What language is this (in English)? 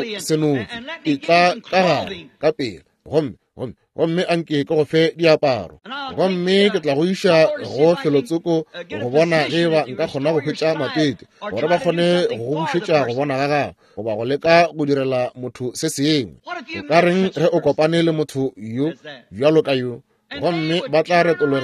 Northern Sotho